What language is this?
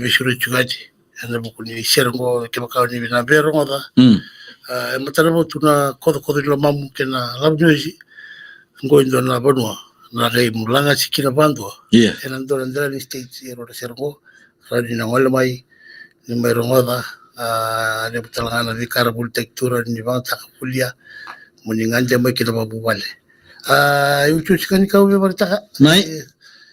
Fijian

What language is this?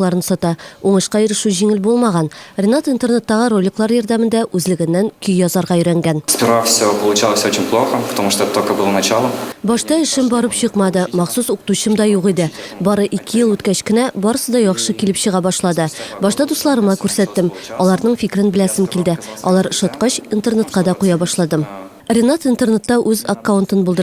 Tatar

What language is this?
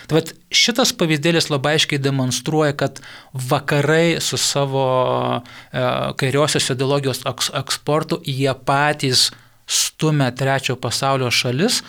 Lithuanian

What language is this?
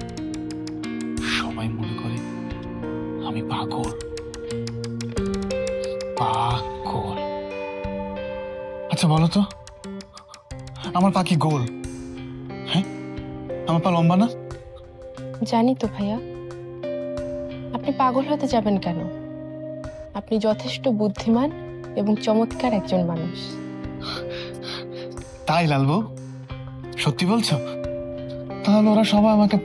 Bangla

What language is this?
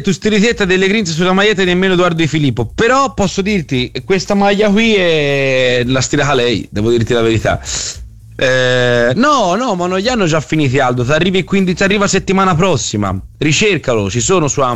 Italian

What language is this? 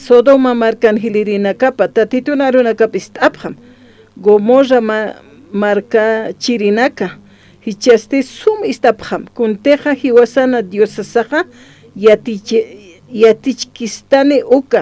Aymara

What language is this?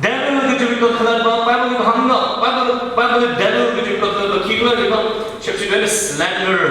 Tangkhul Naga (India)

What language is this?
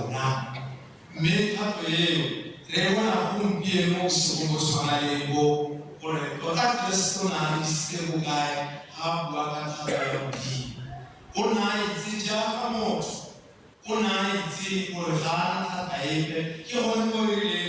Tswana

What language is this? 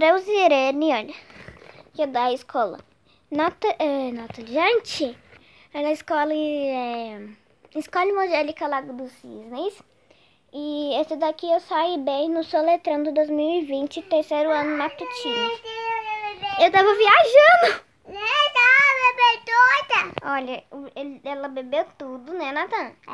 Portuguese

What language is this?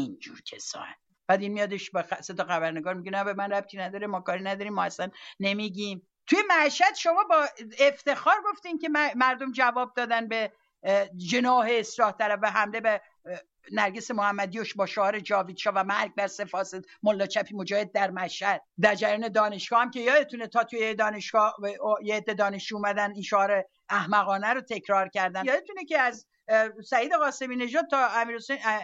Persian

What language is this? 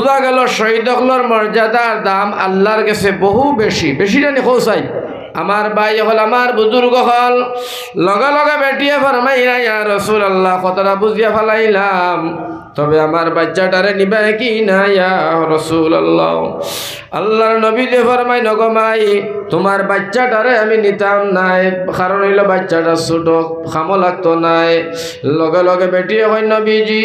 Sylheti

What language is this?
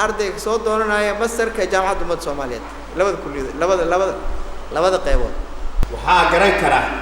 Somali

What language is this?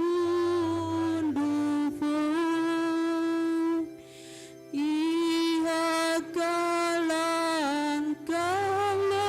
Tetum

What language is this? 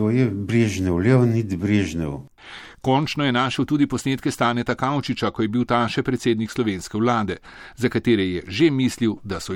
Slovenian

